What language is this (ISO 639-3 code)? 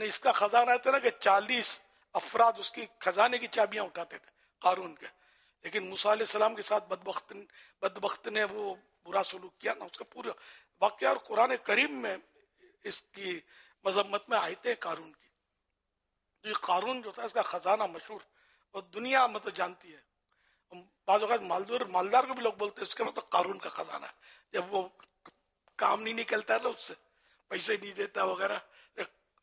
urd